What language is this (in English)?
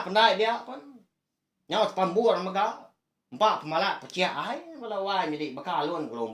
Iban